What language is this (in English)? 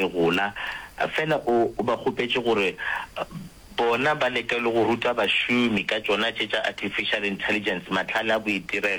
Northern Sotho